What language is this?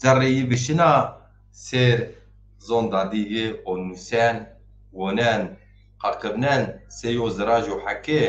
Zaza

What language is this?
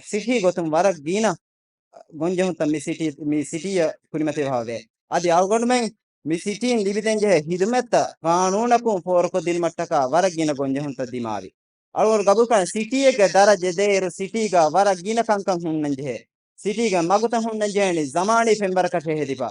Divehi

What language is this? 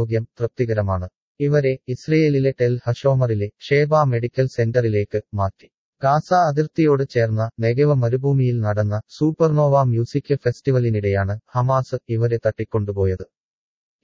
Malayalam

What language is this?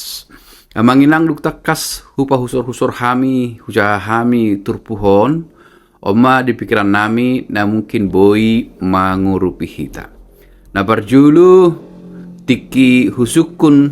Batak Toba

